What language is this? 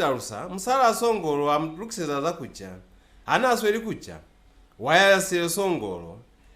Lozi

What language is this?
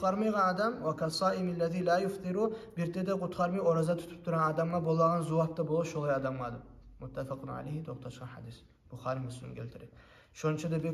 Kumyk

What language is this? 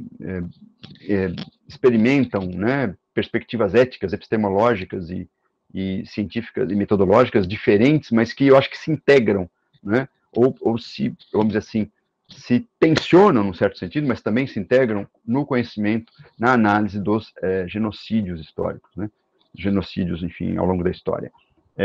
Portuguese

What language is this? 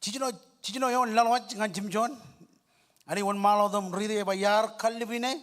Marshallese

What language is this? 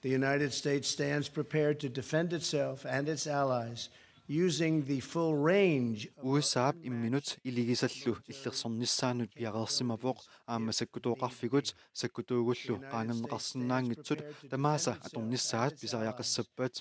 Kalaallisut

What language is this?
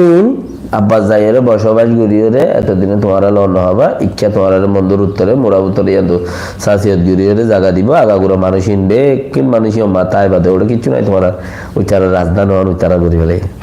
Rohingya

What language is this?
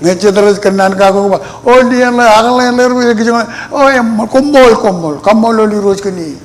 Marshallese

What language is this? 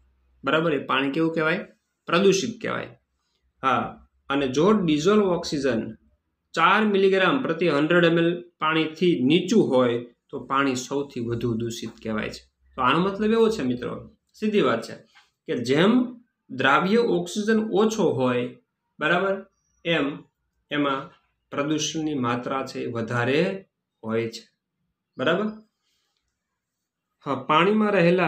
Gujarati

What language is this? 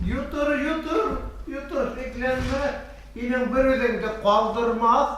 Bashkir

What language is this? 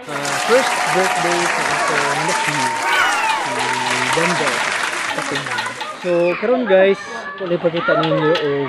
Cebuano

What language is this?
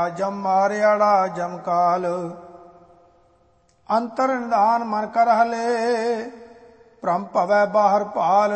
Punjabi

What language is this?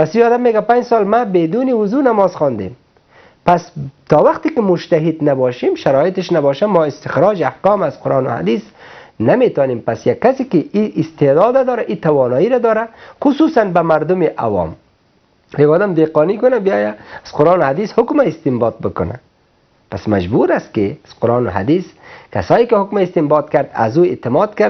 Persian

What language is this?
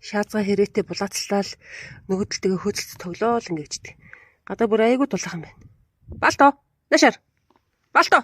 Mongolian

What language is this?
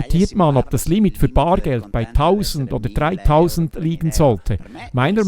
Swiss German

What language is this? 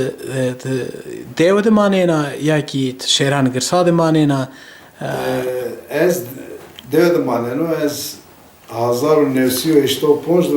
Zaza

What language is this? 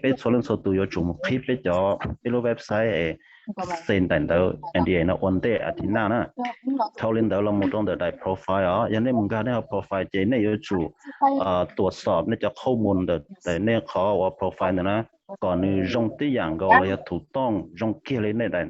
Hmong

